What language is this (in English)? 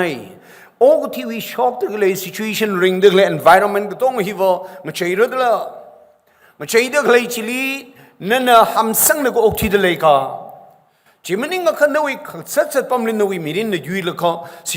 Tangkhul Naga (India)